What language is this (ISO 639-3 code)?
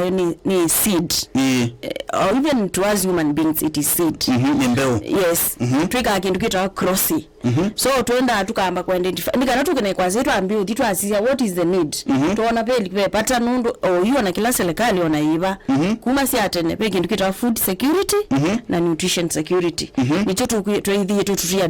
kam